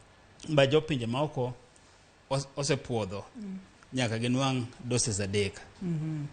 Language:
Luo (Kenya and Tanzania)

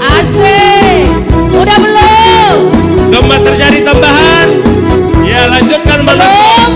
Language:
Batak Simalungun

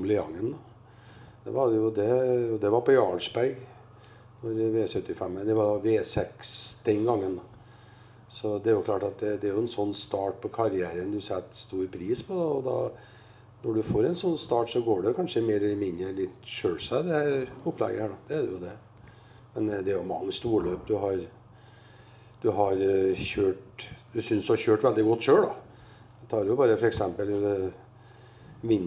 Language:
Norwegian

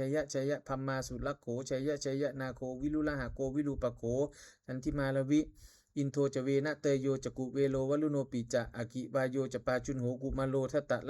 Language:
Pali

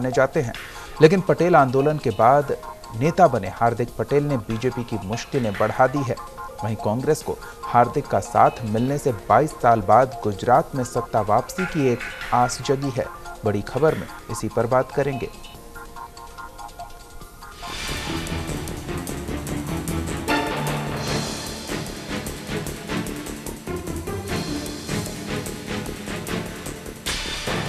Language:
Hindi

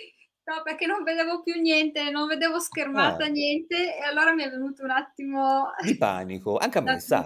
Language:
Italian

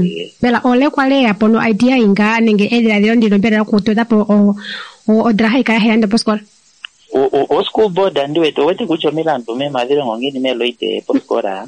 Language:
Kuanyama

